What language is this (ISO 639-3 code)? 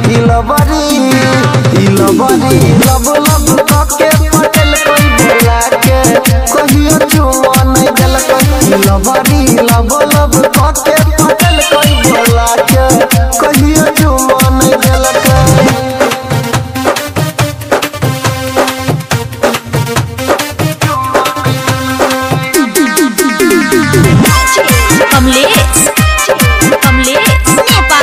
bho